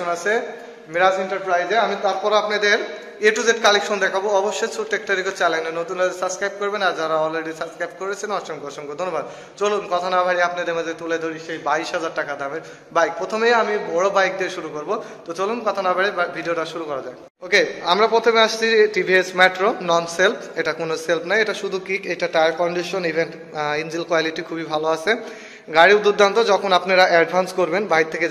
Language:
Bangla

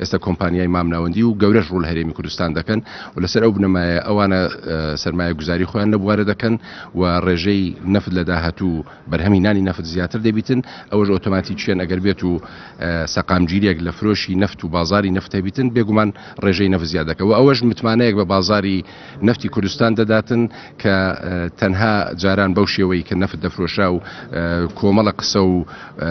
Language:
Central Kurdish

